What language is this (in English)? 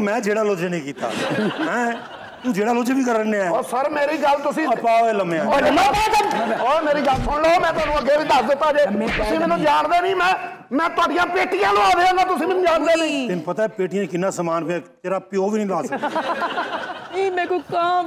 Punjabi